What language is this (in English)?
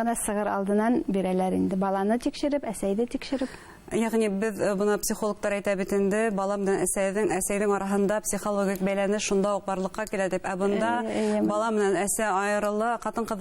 Bashkir